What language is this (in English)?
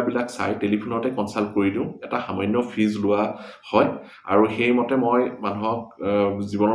Assamese